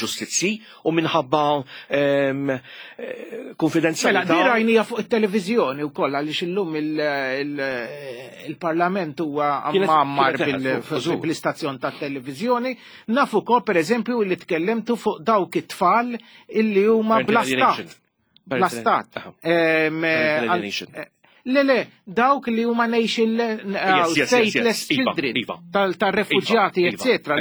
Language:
Maltese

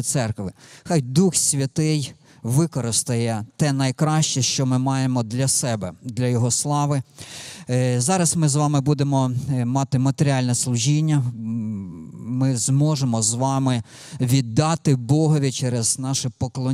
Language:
Ukrainian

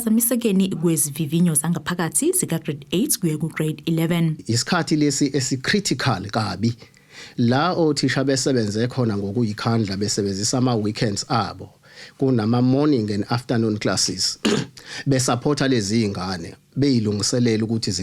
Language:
Zulu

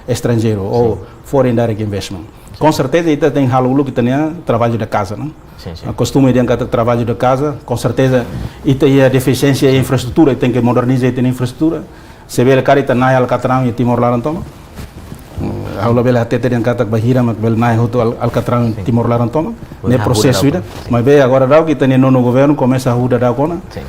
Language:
Tetum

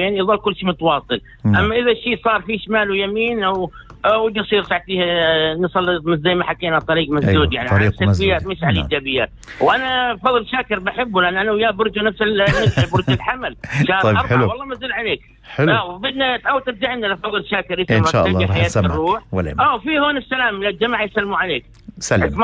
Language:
North Levantine Arabic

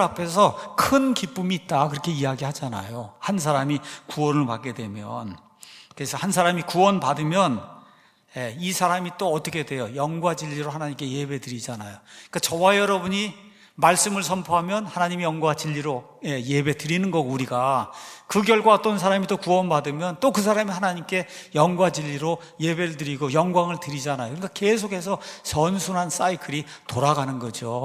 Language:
Korean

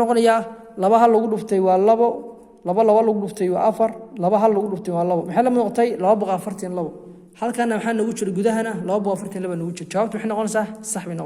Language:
Somali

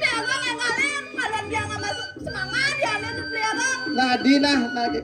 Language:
Balinese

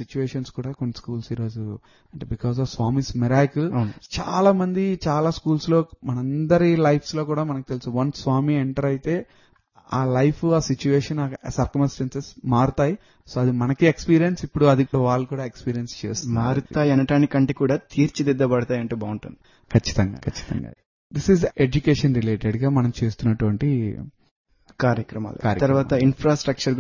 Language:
Telugu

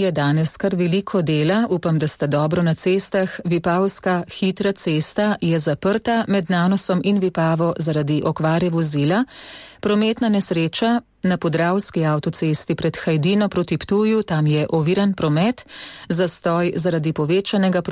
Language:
Slovenian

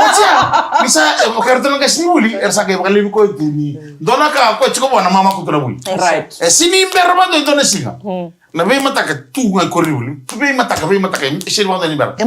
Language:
Fijian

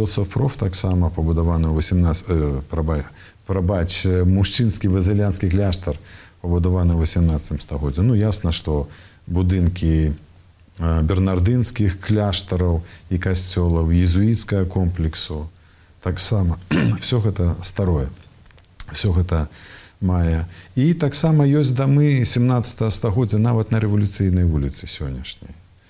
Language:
Belarusian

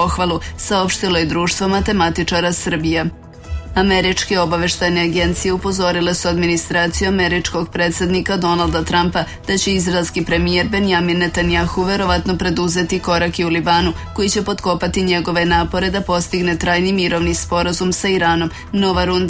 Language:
Serbian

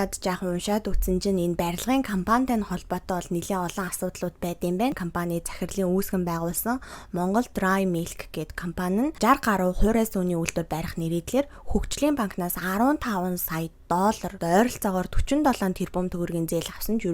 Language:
Mongolian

